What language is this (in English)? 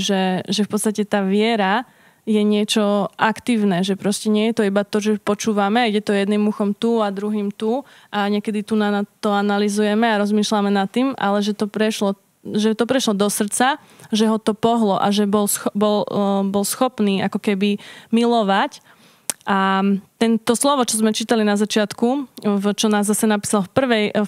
Slovak